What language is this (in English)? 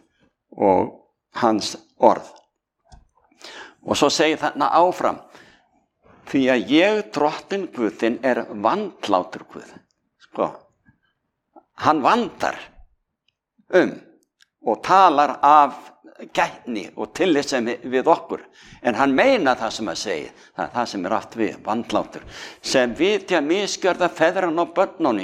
Icelandic